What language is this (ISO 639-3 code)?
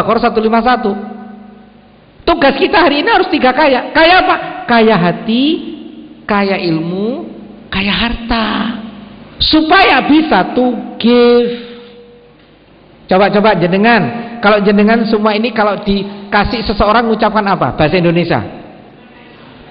ind